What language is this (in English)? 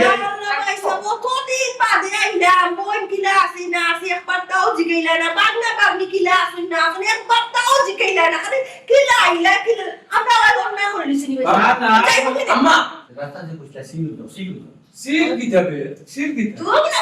Sylheti